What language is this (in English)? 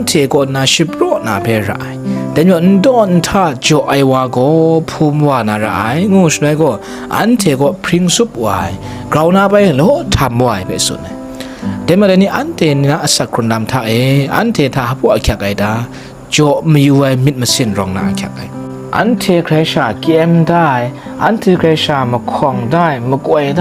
Kachin